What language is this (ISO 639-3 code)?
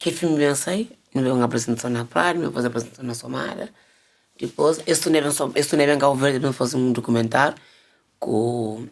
kea